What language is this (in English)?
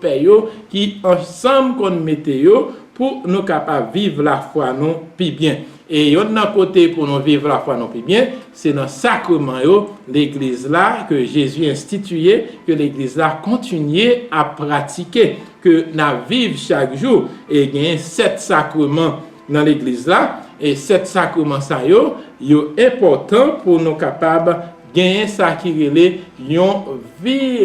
Haitian Creole